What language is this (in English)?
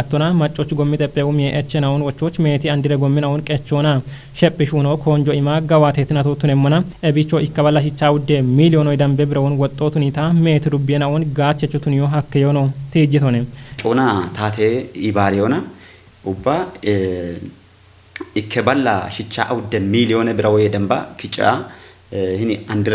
Kafa